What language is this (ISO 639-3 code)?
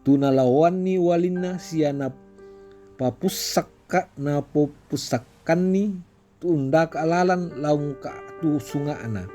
sda